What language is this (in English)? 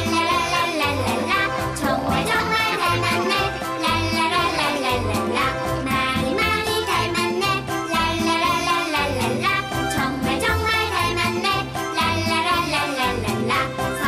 Korean